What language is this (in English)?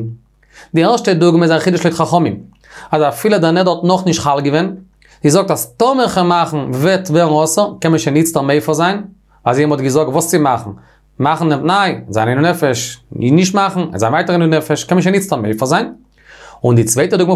Yiddish